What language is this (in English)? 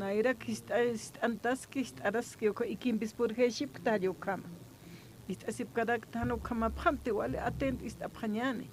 Aymara